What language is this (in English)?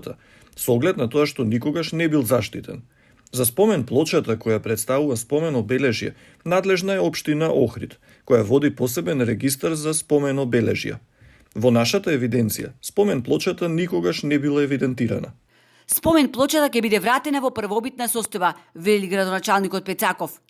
Macedonian